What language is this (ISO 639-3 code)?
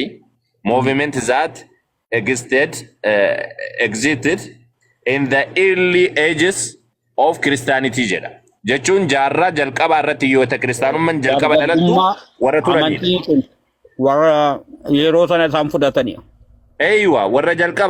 orm